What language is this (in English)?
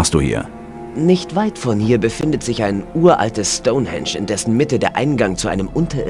Bavarian